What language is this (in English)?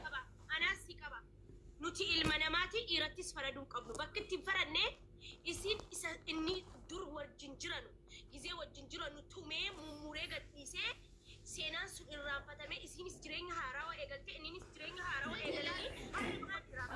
Oromo